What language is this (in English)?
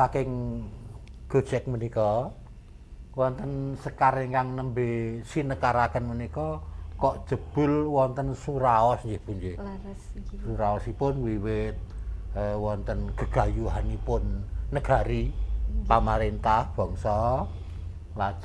Javanese